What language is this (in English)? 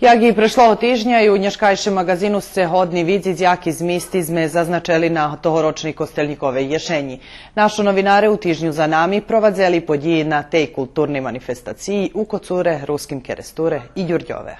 Rusyn